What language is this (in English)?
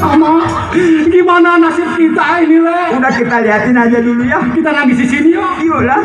Betawi